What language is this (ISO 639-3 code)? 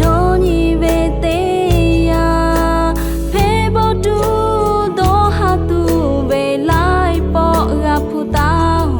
lhu